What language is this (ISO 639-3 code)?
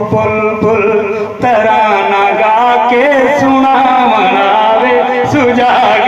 skr